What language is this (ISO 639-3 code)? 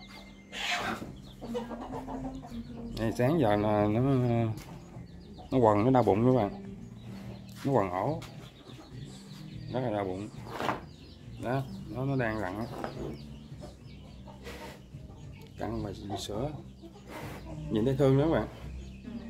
vie